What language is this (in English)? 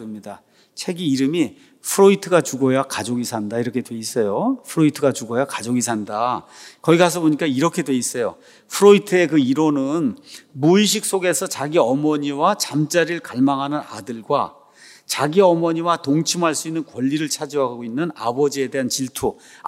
Korean